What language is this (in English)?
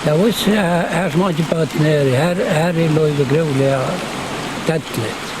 Faroese